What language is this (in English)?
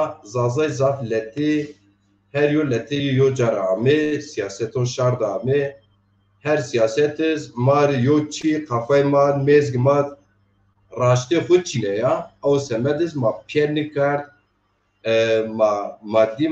Zaza